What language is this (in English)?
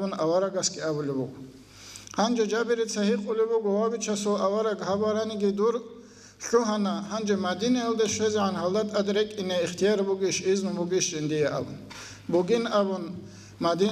Avaric